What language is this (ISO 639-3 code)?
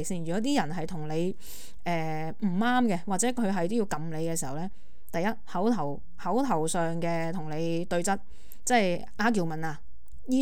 yue